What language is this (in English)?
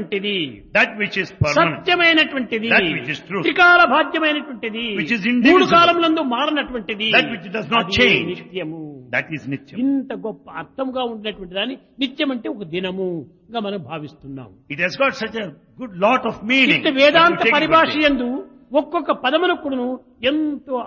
Telugu